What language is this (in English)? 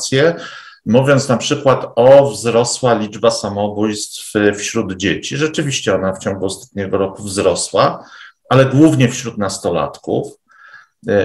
Polish